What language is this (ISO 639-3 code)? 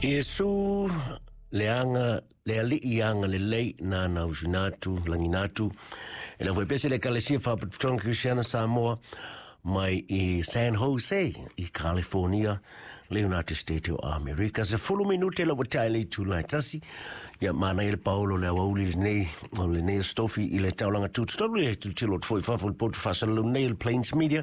smo